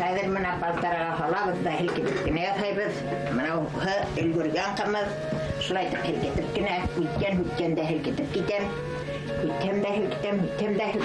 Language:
Bashkir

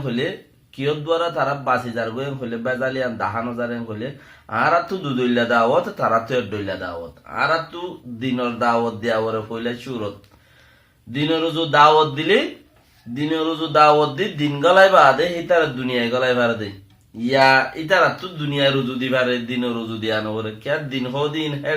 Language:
Rohingya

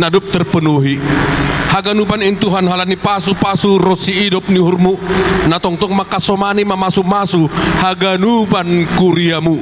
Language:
Batak Simalungun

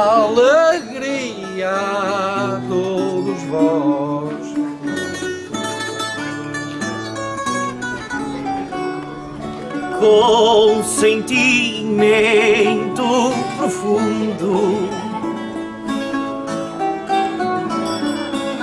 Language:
Portuguese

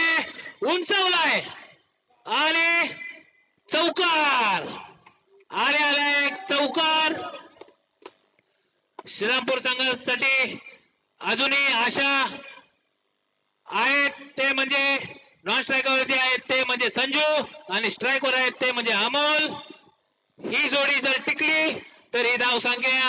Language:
Marathi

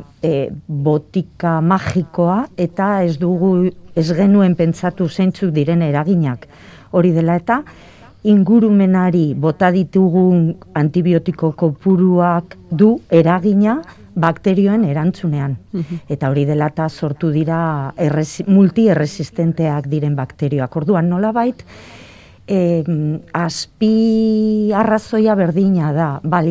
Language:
Basque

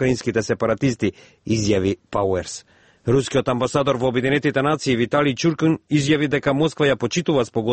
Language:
Macedonian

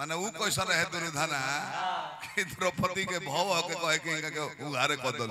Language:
Bhojpuri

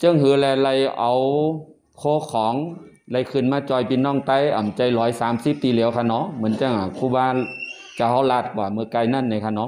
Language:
Shan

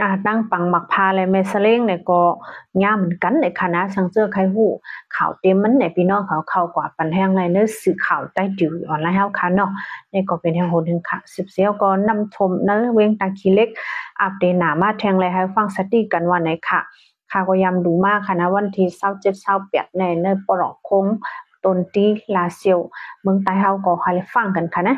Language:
Shan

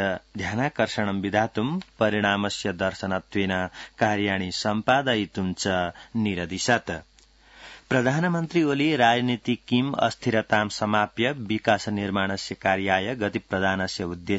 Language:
Sanskrit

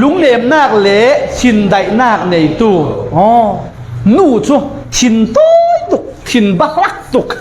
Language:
Falam Chin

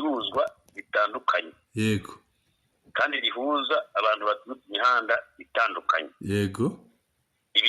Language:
Kinyarwanda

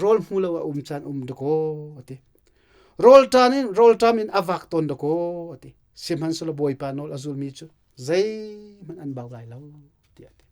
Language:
Hakha Chin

